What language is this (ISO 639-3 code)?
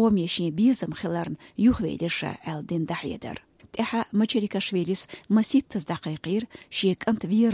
che